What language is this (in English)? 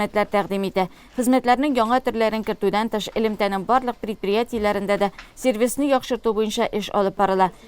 Tatar